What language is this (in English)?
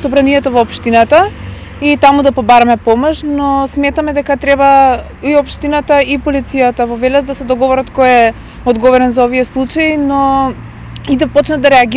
Macedonian